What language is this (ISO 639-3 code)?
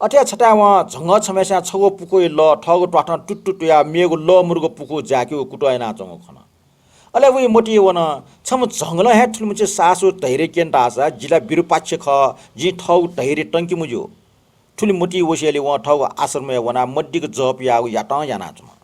new